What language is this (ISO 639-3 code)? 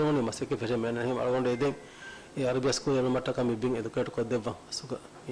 div